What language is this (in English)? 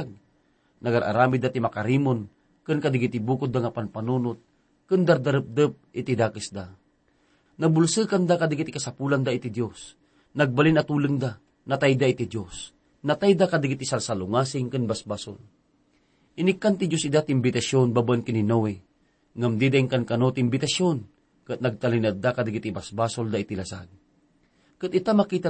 Iloko